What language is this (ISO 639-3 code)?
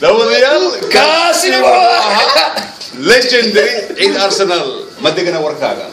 som